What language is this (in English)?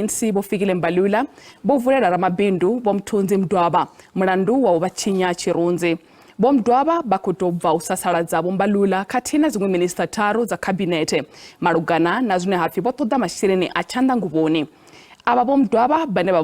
Venda